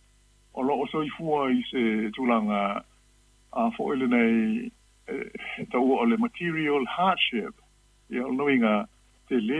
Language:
Samoan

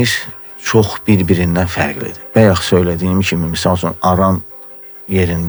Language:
Azerbaijani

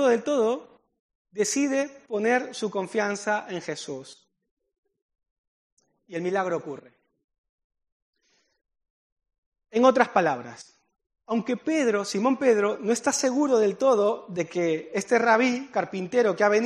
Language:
Spanish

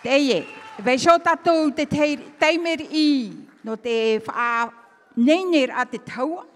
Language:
Tahitian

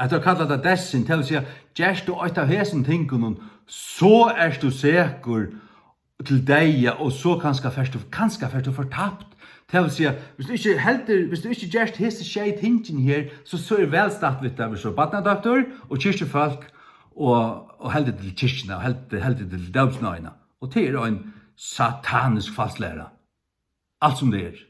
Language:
Faroese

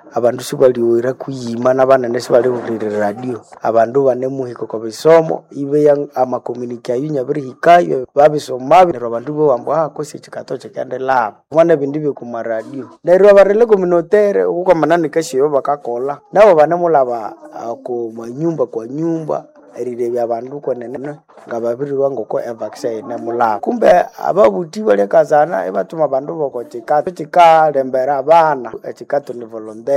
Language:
Nande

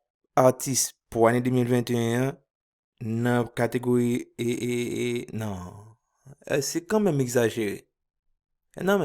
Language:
Haitian Creole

